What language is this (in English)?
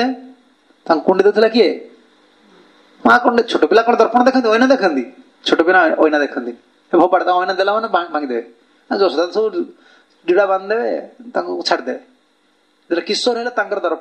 Odia